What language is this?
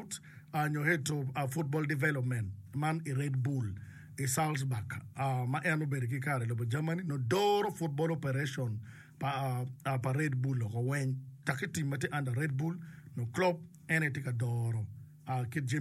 Acoli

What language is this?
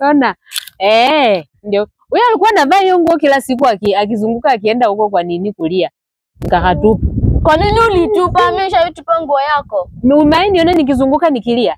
Swahili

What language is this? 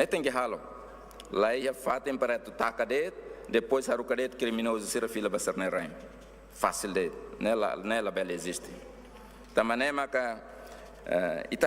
Tetum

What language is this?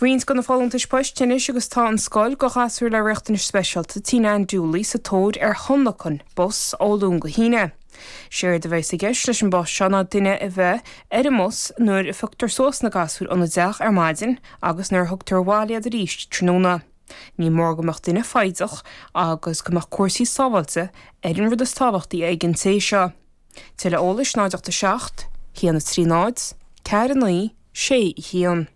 Irish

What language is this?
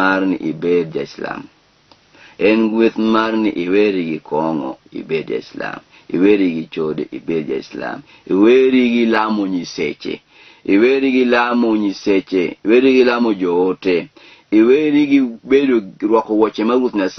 Luo (Kenya and Tanzania)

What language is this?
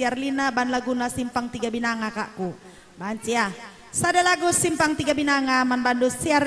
Batak Karo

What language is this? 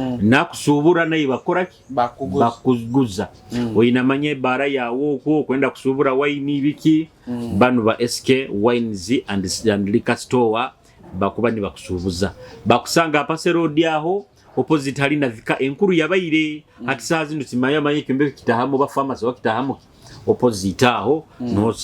Nyoro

